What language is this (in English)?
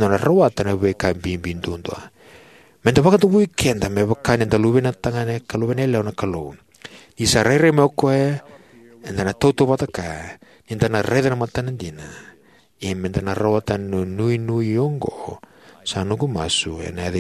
Fijian